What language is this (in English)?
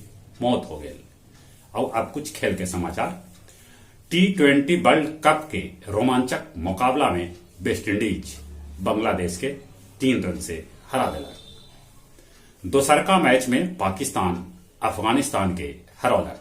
Magahi